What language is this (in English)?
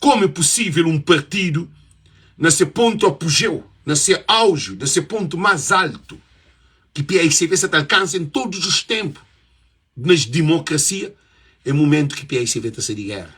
Kabuverdianu